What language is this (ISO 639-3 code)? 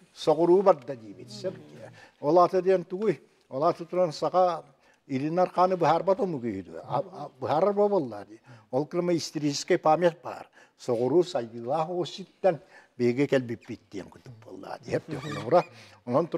sah